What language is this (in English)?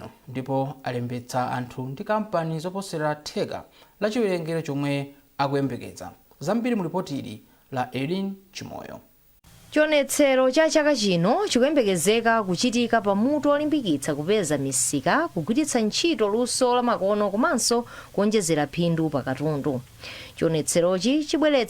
Nyanja